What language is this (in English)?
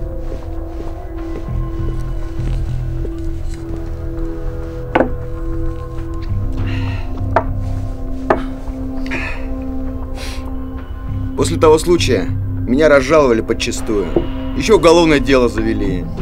Russian